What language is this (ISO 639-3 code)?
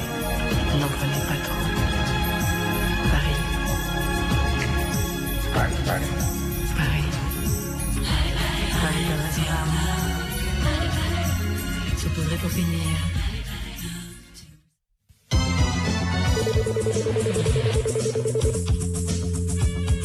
pol